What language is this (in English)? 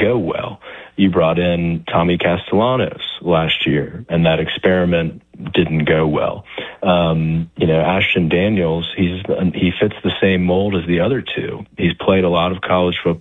English